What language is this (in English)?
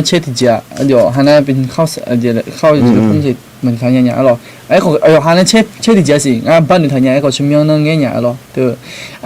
Akha